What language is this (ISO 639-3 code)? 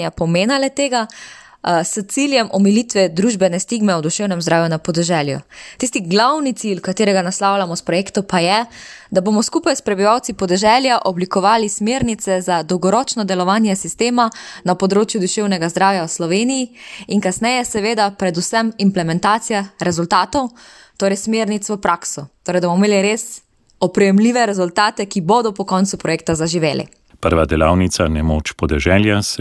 slv